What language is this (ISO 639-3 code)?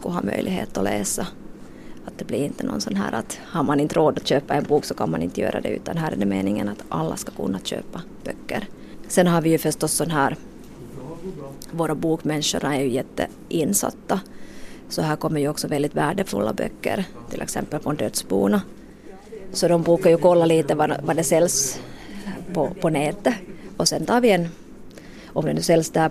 swe